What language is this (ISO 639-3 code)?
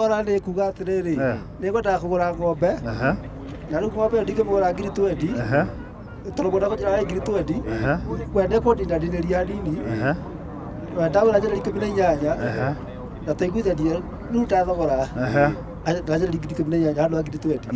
kik